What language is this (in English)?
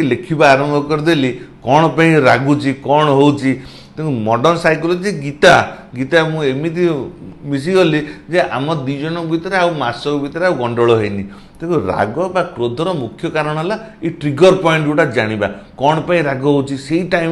Odia